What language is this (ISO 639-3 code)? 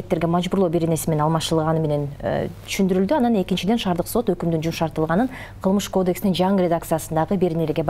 kir